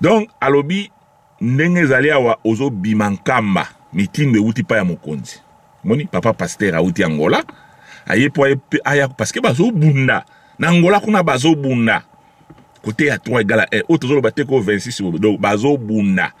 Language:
Lingala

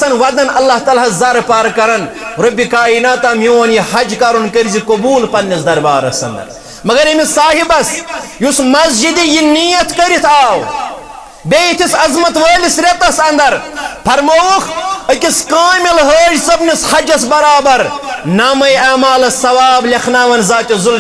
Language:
Kashmiri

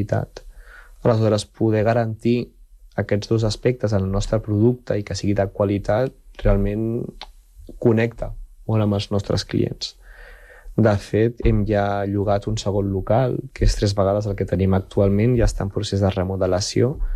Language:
Catalan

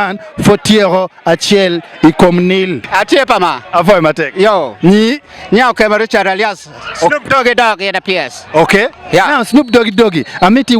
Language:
Acoli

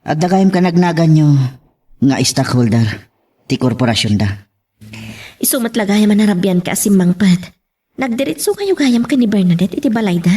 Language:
Iloko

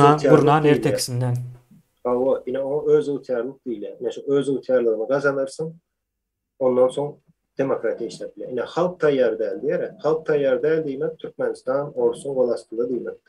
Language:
Turkmen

